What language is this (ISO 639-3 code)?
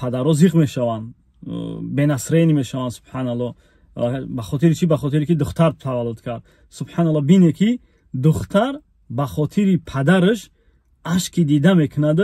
tgk